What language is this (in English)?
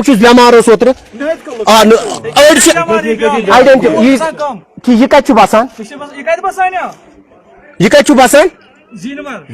Kashmiri